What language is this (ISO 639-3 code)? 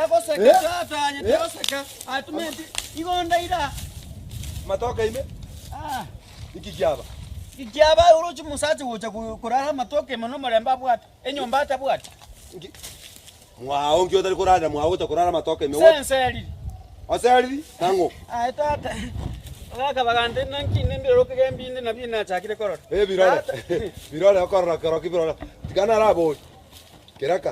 guz